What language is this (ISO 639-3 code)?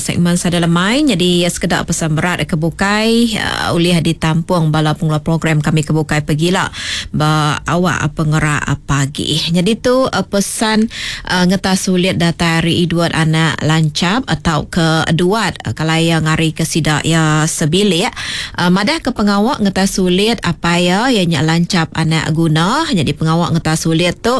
iba